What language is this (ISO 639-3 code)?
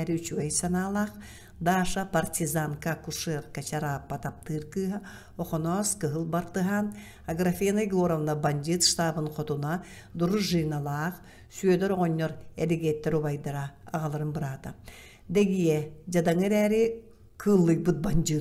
sah